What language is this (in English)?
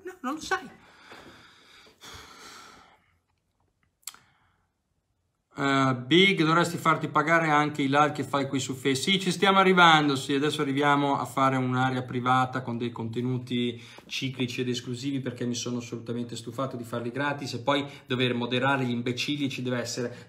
Italian